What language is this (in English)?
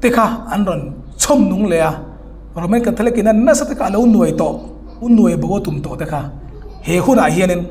Hmar